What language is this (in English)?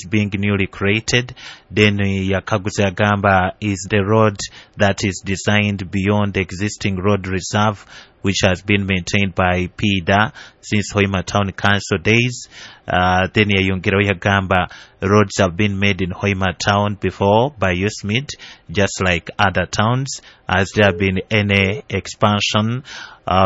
Nyoro